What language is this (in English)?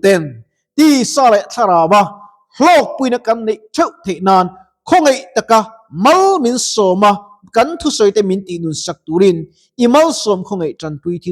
Mizo